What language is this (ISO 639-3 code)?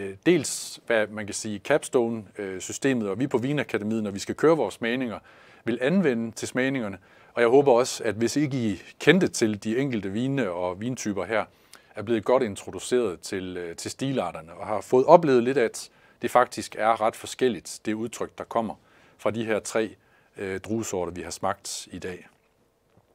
dan